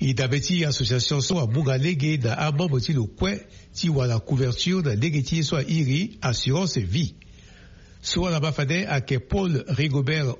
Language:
Sango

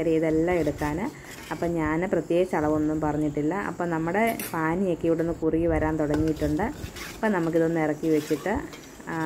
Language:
Malayalam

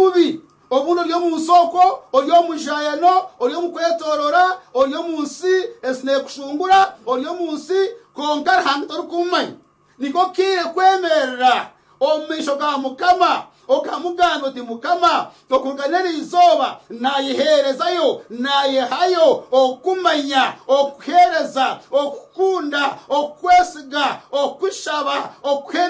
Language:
Nyankole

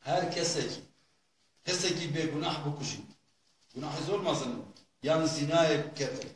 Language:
Kurdish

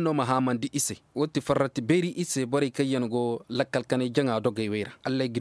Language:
Koyraboro Senni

